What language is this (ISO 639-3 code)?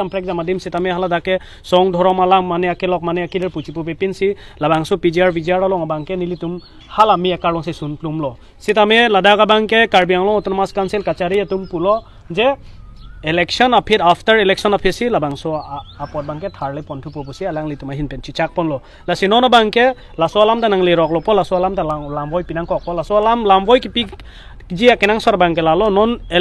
mjw